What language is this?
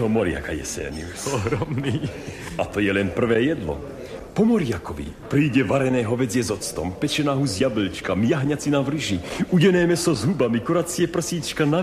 Slovak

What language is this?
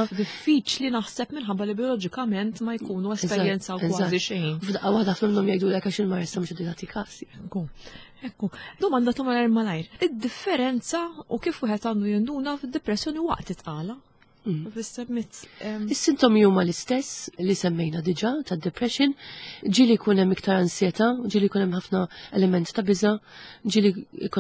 Maltese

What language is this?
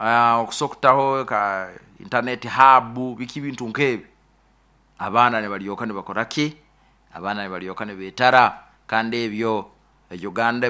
Nyoro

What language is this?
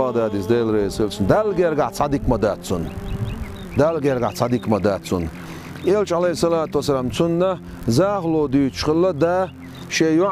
Chechen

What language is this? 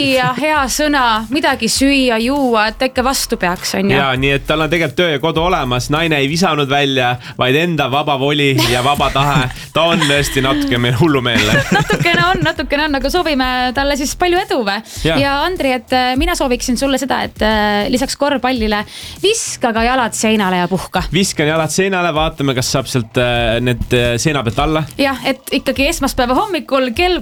Estonian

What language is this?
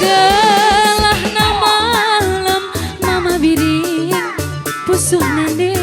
Batak Karo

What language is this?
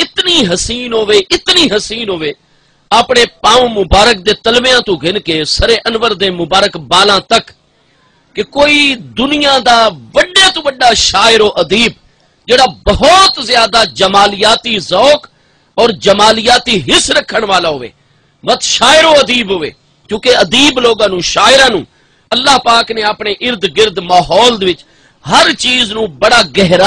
Saraiki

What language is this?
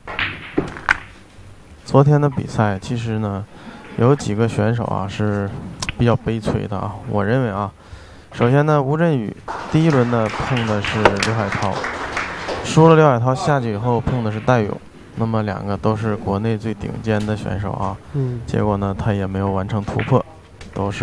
Chinese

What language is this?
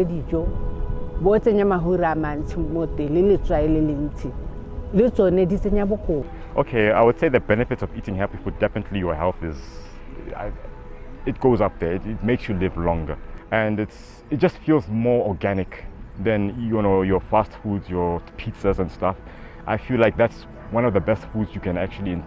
Tswana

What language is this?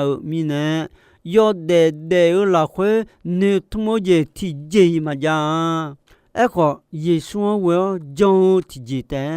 Akha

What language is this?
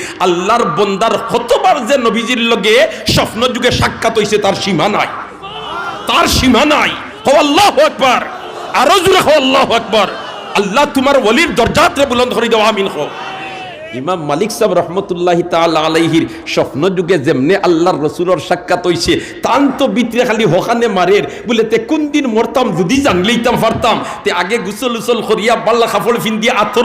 Sylheti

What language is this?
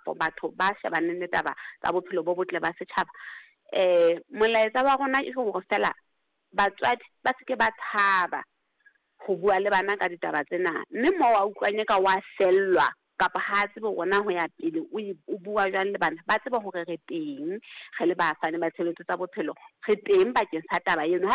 Southern Sotho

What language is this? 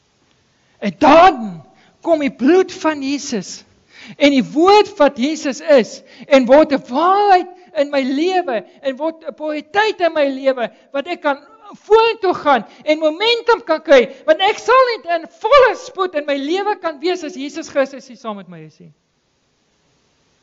Afrikaans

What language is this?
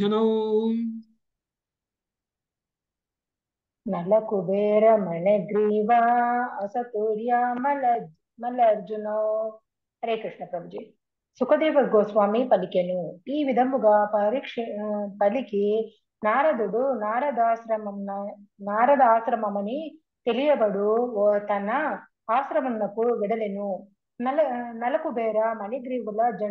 Telugu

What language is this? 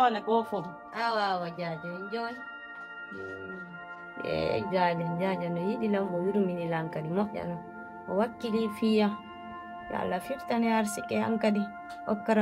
Fula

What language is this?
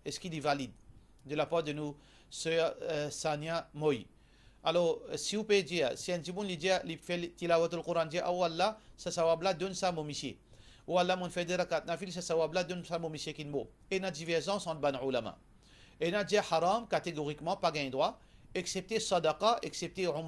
Morisyen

